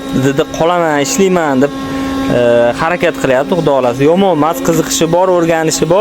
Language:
Uzbek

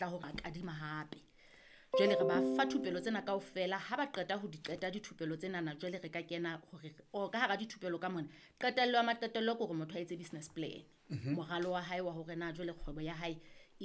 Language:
Southern Sotho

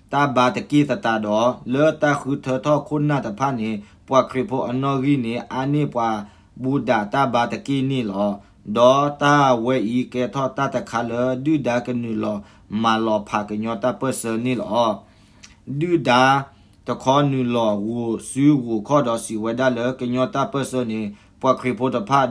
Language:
S'gaw Karen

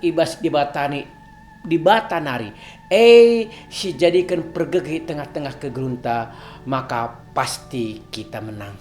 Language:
Batak Karo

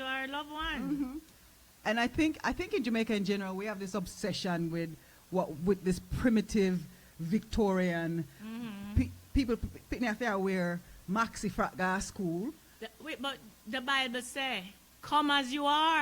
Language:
Jamaican Creole English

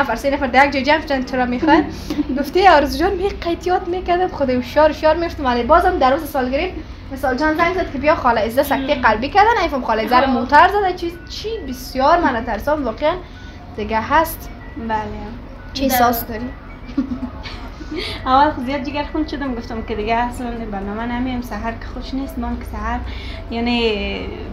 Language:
Persian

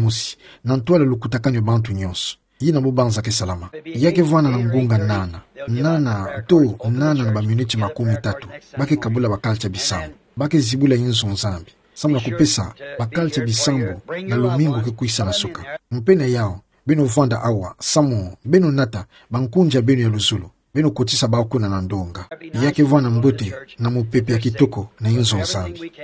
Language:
Kituba (Democratic Republic of Congo)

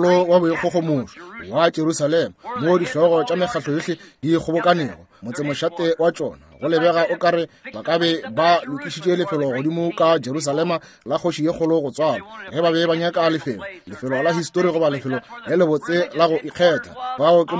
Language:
Northern Sotho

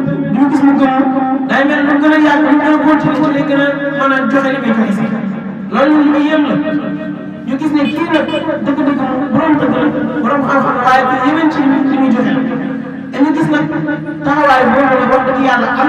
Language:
Wolof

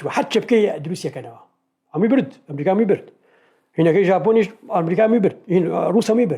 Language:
Central Kurdish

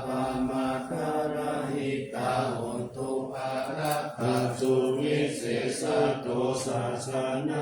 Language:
Pali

